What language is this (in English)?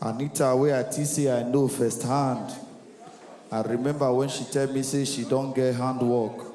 Nigerian Pidgin